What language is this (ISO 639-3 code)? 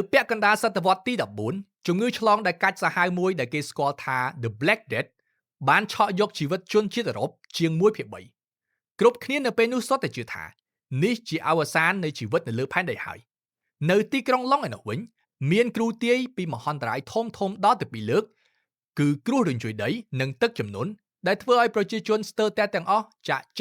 khm